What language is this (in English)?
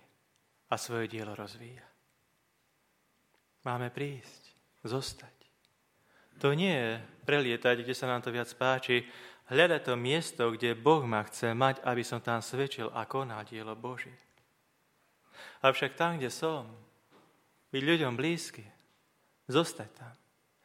Slovak